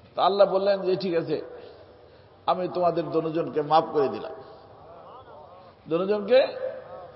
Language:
Bangla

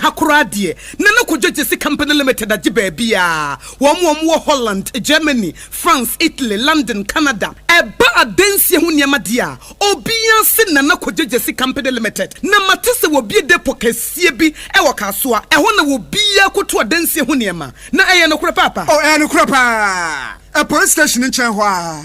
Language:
Akan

